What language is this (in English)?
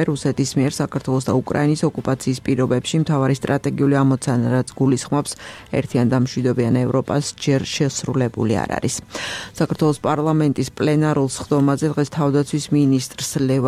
Georgian